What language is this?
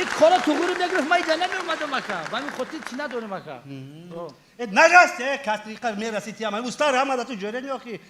Tajik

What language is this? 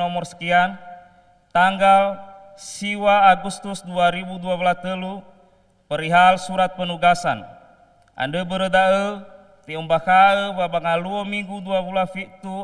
Nias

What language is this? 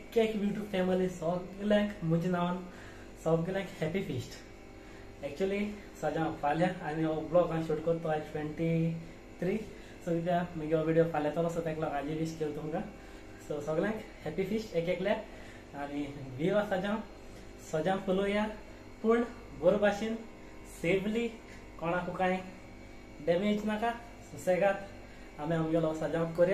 Konkani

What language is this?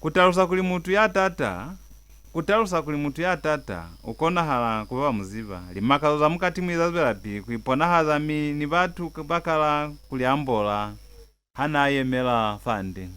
Lozi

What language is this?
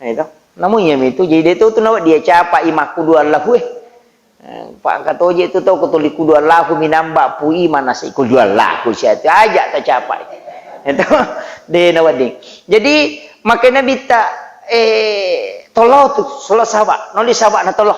Buginese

